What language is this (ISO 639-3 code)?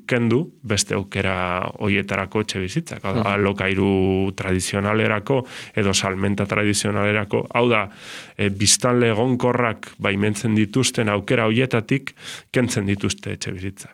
eus